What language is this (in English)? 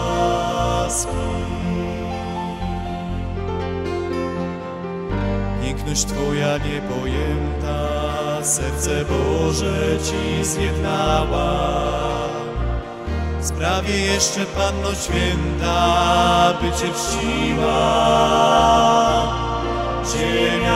Polish